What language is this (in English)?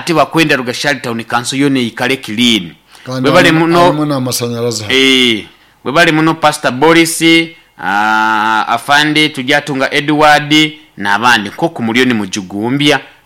Nyoro